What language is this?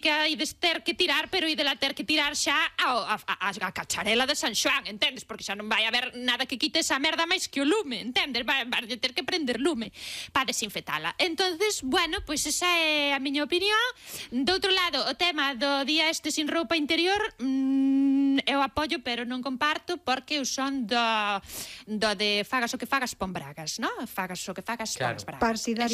Galician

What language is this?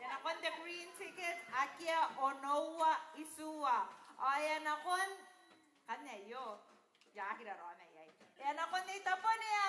Gilbertese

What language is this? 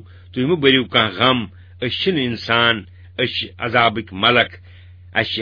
Kashmiri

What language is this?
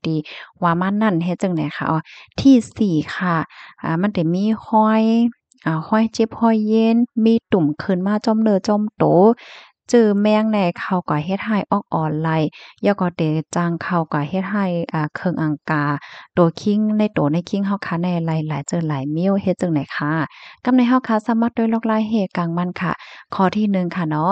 Shan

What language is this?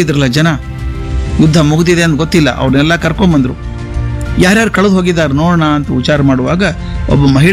Kannada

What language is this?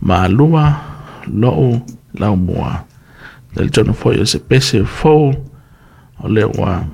Samoan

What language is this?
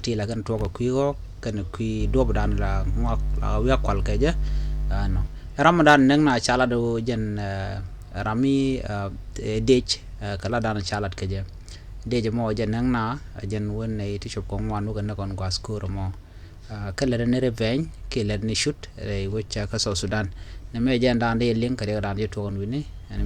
Nuer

